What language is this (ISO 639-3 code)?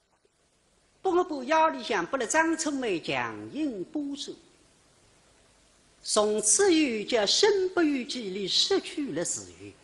wuu